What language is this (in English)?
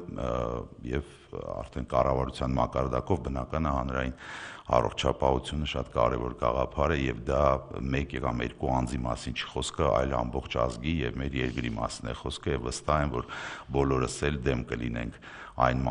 Armenian